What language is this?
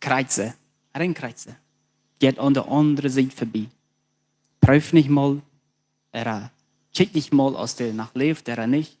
Plautdietsch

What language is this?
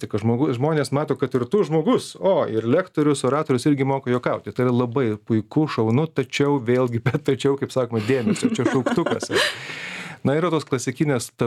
Lithuanian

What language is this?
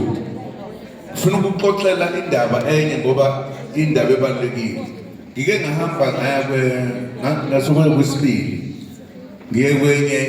Zulu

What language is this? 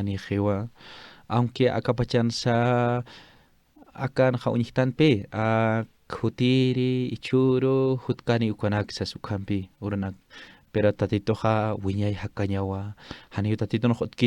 Aymara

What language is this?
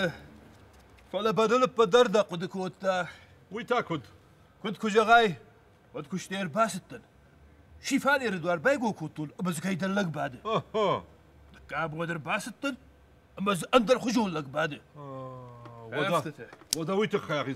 Ossetic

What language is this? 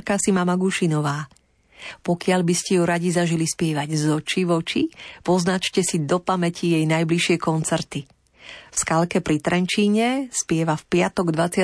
Slovak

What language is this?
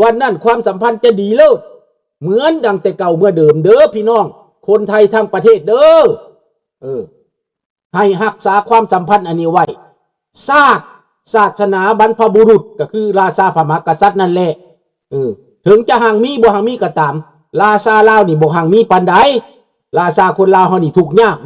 Lao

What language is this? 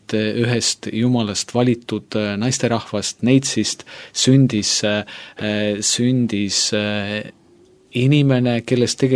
Estonian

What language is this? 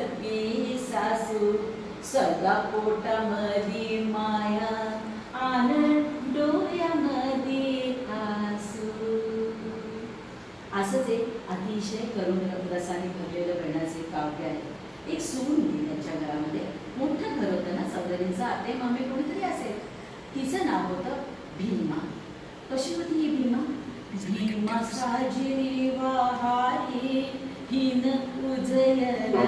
Marathi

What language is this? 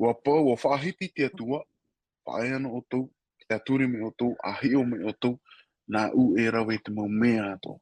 Tahitian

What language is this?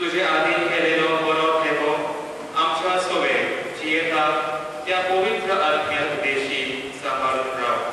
Konkani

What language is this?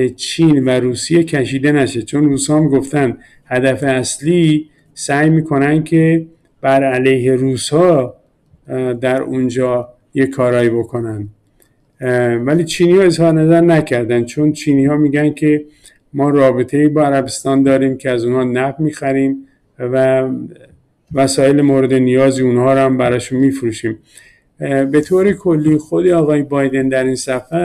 Persian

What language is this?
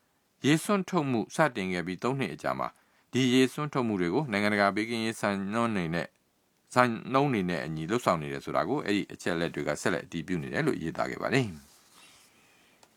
Burmese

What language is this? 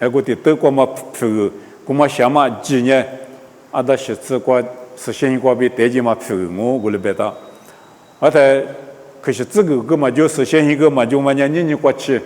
Lisu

